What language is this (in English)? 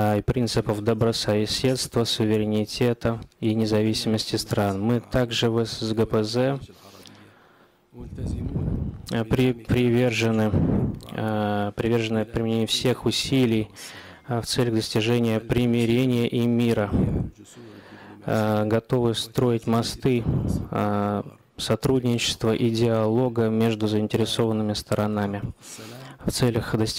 Russian